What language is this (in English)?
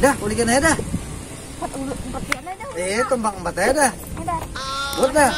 Banjar